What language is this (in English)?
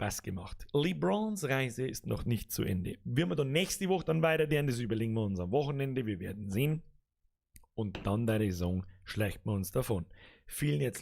Bavarian